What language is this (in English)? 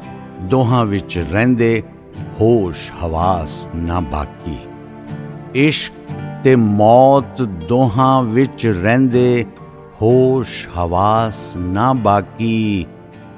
Punjabi